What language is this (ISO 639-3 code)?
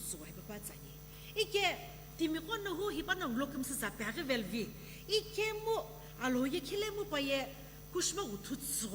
nsm